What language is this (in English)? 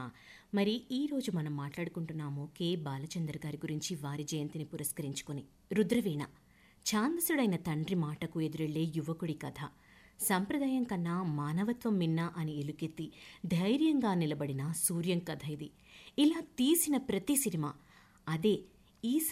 Telugu